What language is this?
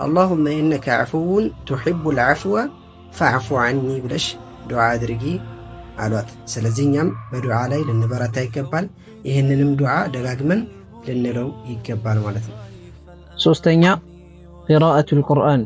Amharic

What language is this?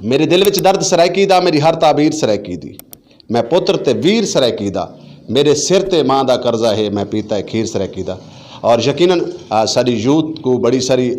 Saraiki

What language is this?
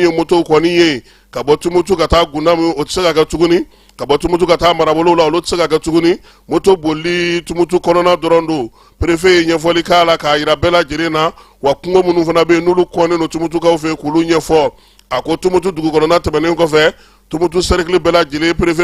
Bambara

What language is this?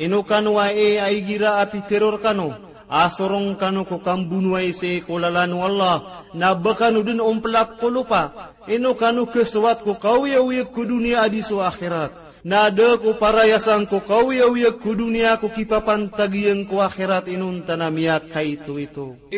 Maranao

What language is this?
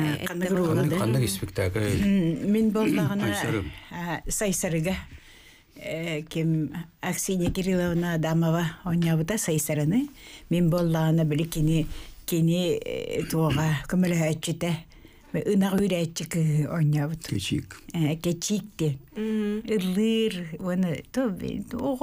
Yakut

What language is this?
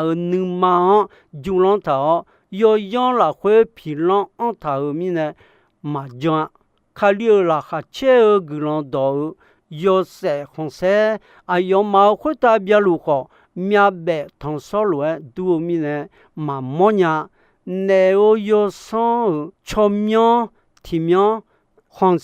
Akha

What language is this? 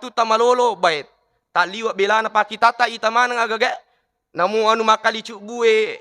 Buginese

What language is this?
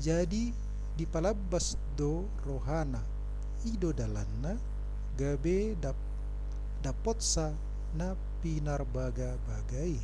Batak Toba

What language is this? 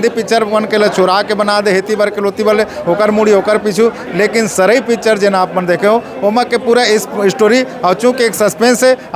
Chhattisgarhi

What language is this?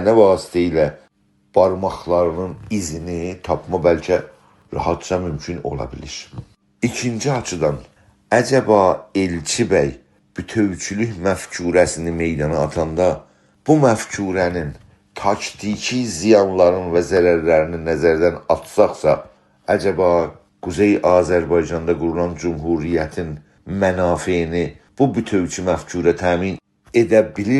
South Azerbaijani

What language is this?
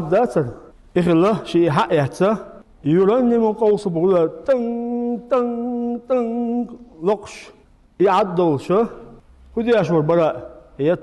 Chechen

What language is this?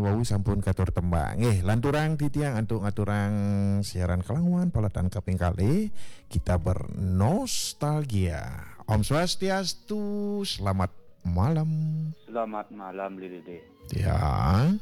Balinese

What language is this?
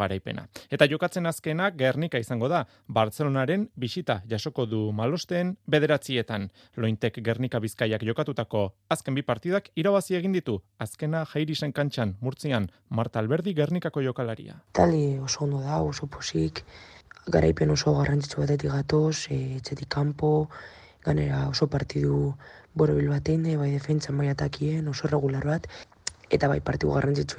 Basque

